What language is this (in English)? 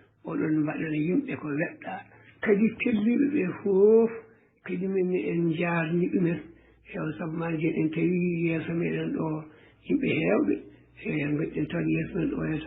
Fula